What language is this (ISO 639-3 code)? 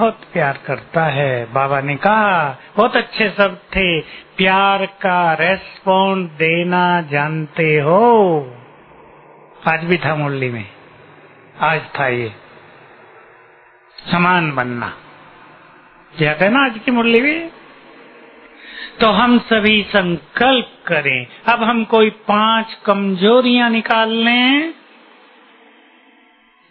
hin